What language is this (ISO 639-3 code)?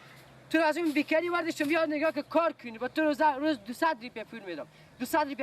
fas